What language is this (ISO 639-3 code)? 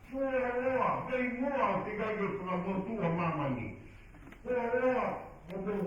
ton